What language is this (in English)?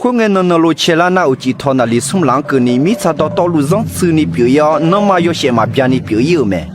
Akha